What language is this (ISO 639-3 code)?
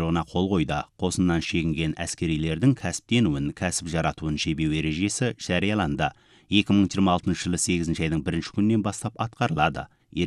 kaz